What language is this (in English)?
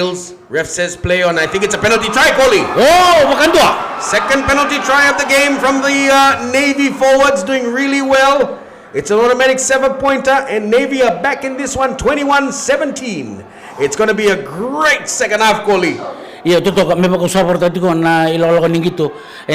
Fijian